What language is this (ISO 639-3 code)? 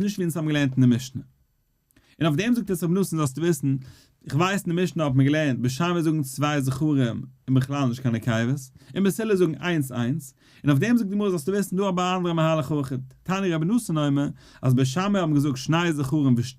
yid